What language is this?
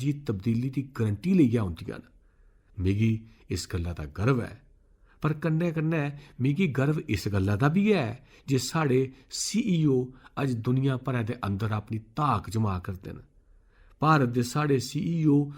Dogri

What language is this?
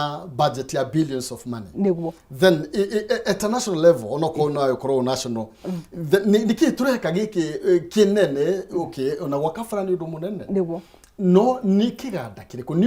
Kikuyu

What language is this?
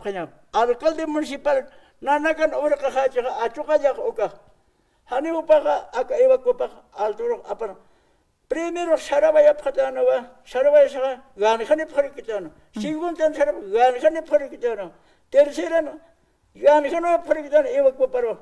Aymara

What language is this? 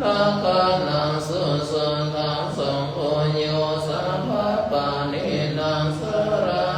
Pali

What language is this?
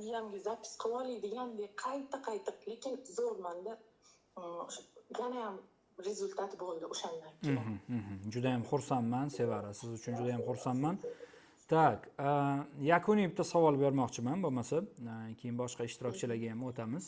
Uzbek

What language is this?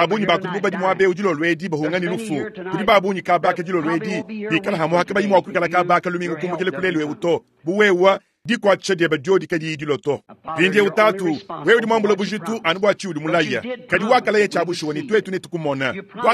Luba-Lulua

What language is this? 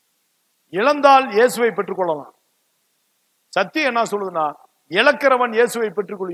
Tamil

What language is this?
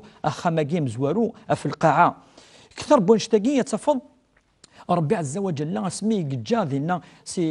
Kabyle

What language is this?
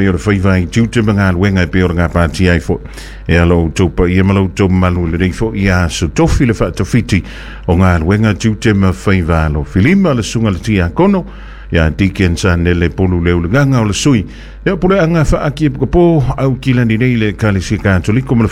Samoan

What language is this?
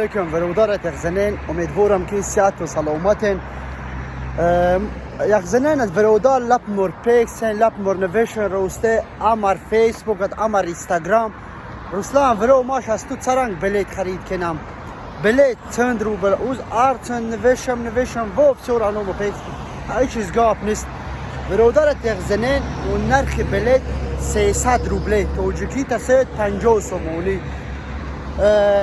Tajik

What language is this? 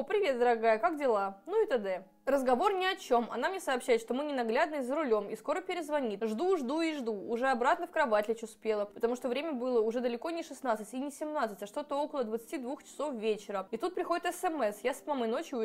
Russian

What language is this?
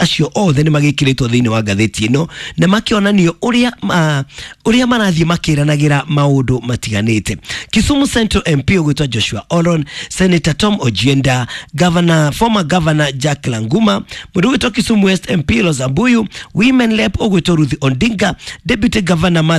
Kikuyu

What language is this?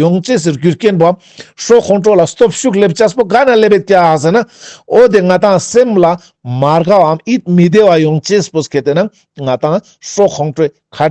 Ladakhi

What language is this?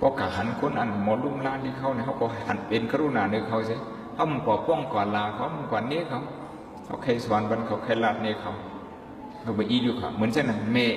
Shan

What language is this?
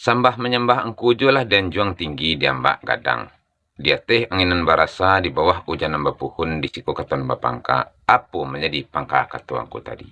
Minangkabau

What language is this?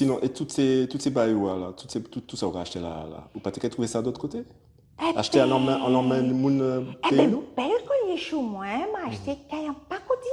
Guadeloupean Creole French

